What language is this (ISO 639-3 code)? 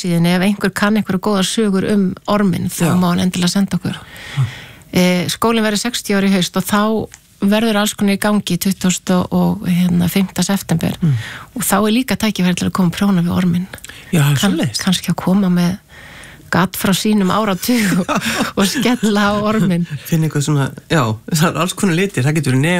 isl